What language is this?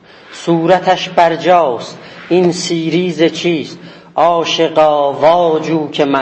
South Azerbaijani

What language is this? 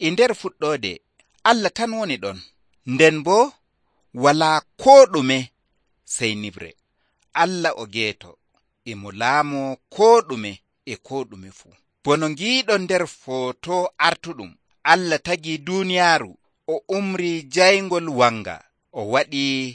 Nigerian Fulfulde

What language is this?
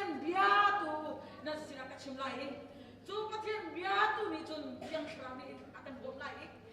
Hakha Chin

